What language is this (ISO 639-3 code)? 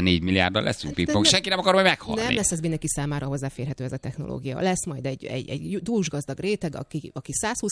hun